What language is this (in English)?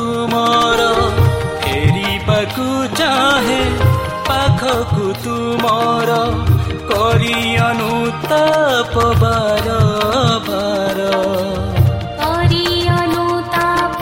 Odia